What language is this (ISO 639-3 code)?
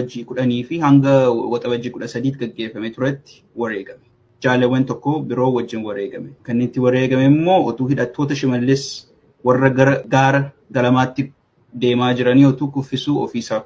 orm